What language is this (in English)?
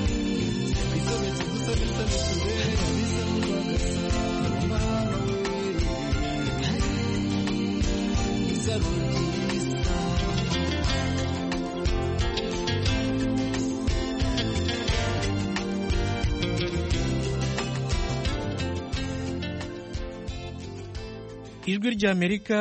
Kinyarwanda